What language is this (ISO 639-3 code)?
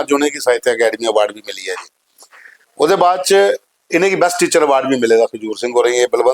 doi